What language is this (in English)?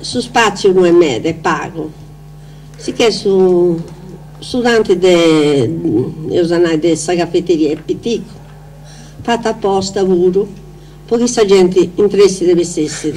Sardinian